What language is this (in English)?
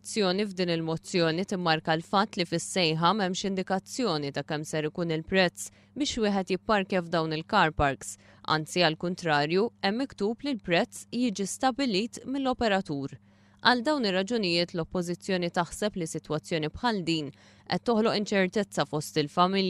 Maltese